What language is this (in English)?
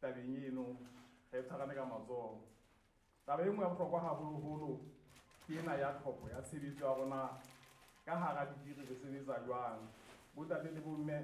Southern Sotho